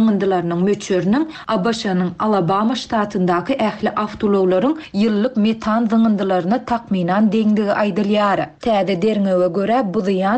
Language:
Turkmen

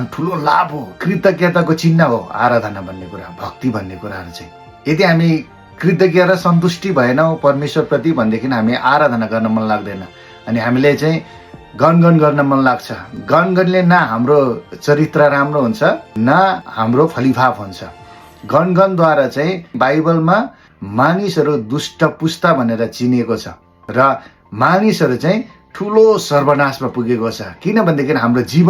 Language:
Nepali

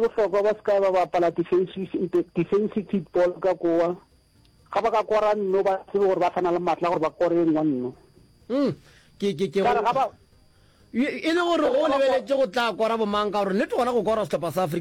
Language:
Northern Sotho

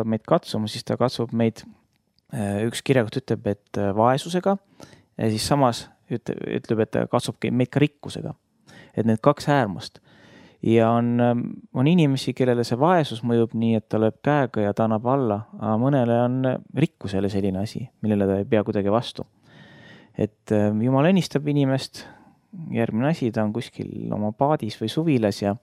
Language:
Estonian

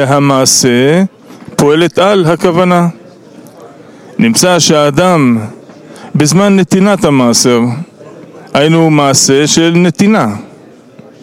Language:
Hebrew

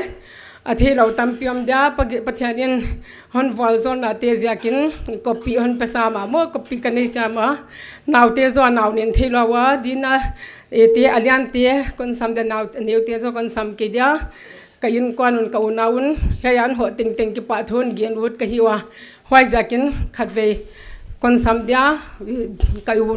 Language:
Paite Chin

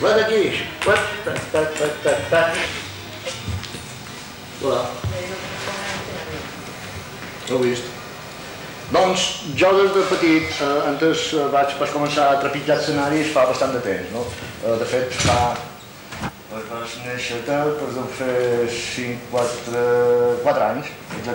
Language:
Catalan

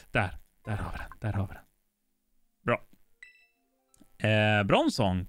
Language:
Swedish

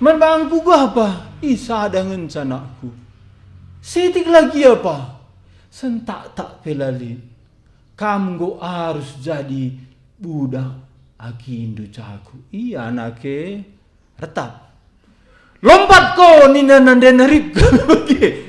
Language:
Batak Karo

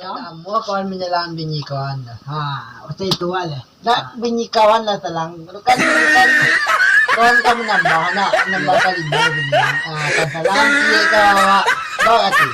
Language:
Minangkabau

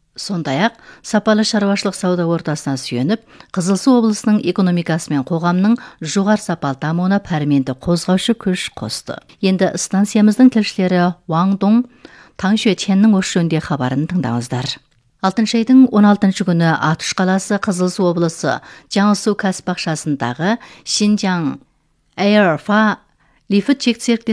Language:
Kazakh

